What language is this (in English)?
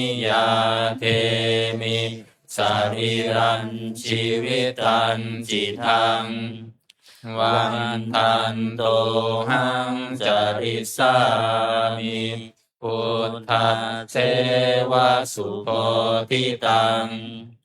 Pali